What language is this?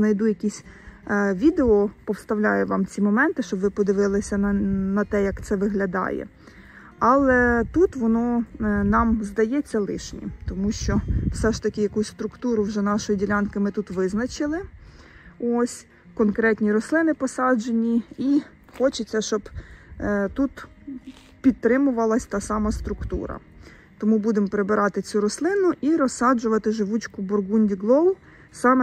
Ukrainian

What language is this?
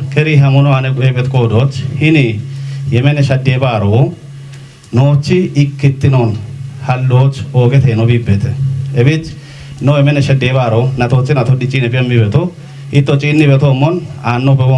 Kafa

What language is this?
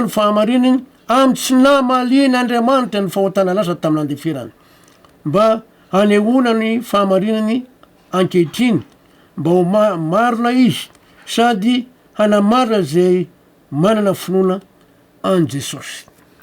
Malagasy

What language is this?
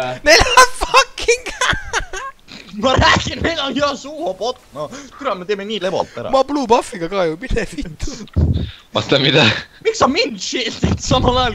Estonian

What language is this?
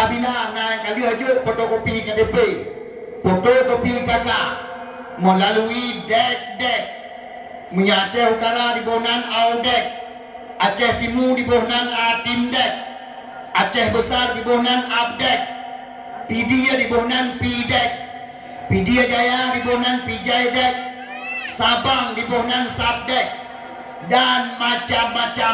Achinese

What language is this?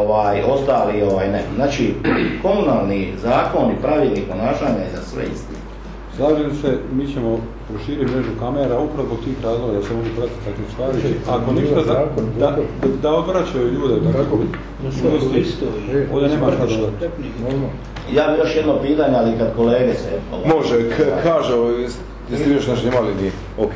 Croatian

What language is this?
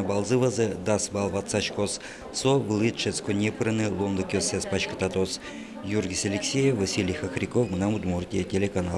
Udmurt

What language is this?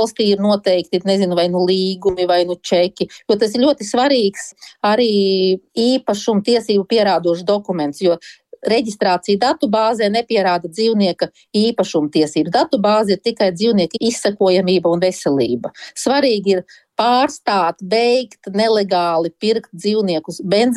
Latvian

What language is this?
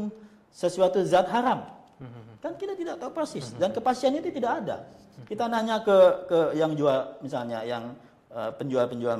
Indonesian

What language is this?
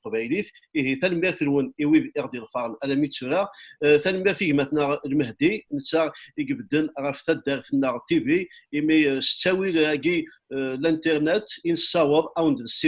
Kabyle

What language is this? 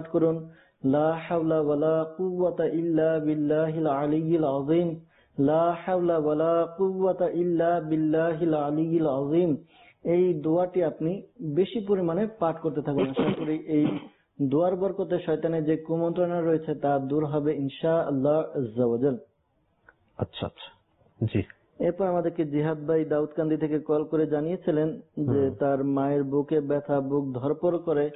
Bangla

